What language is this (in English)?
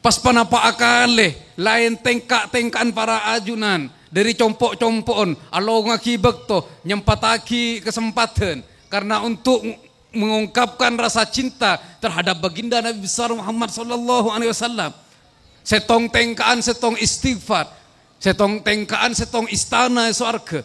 Madurese